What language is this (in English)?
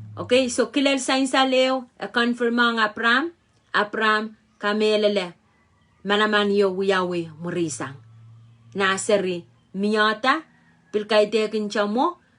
Pohnpeian